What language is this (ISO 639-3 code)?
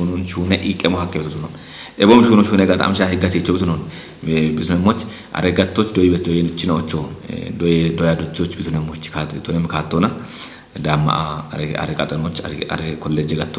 kbr